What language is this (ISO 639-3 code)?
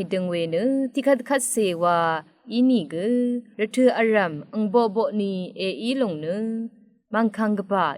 raw